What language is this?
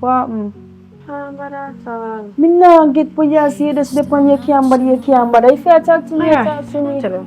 Jamaican Creole English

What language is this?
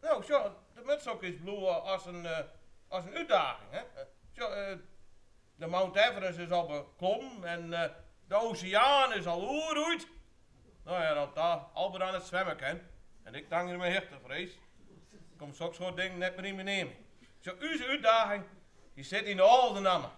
Western Frisian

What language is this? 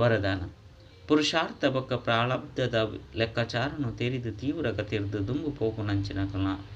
Tulu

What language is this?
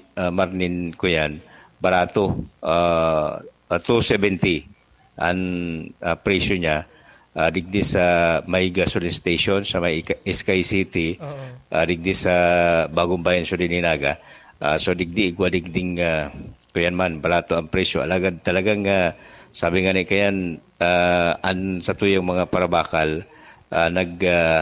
Bikol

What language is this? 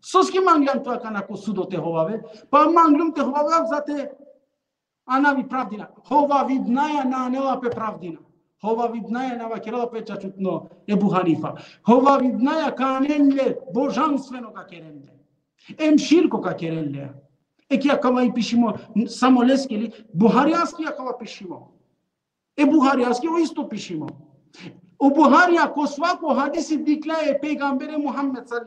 Balkan Romani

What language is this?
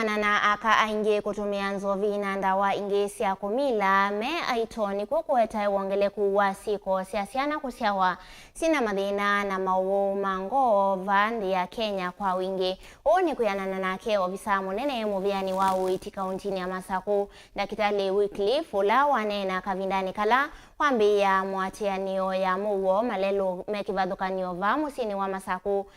Kamba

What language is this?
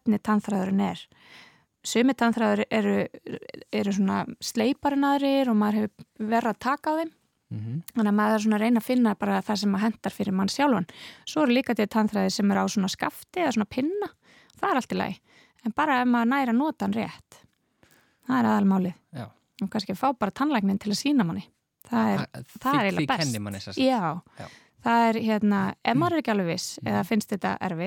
Icelandic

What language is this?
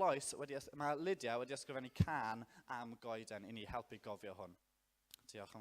Welsh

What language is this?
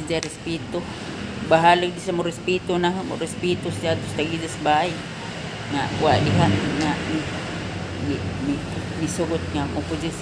Cebuano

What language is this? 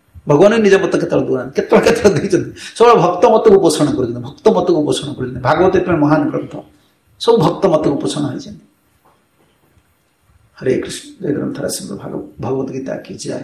Odia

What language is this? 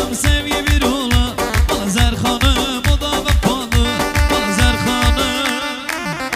Turkish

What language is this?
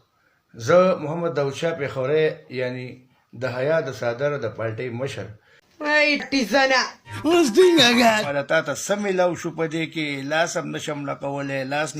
Pashto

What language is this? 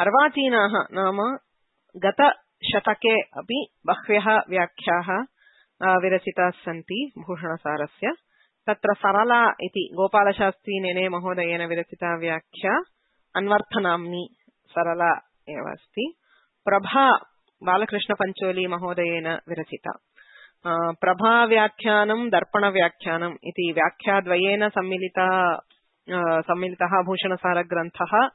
Sanskrit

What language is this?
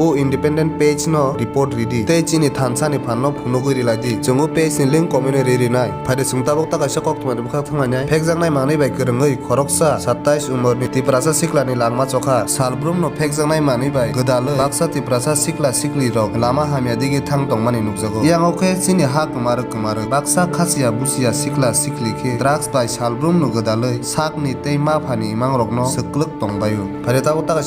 Kok Borok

